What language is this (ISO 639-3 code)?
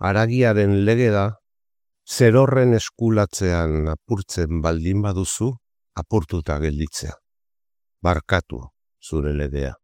eus